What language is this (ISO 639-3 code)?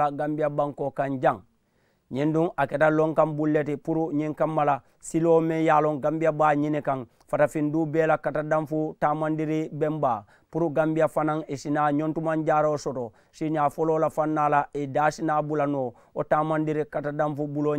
man